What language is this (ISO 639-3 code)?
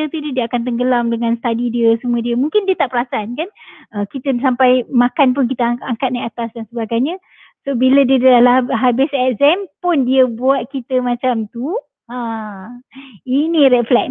msa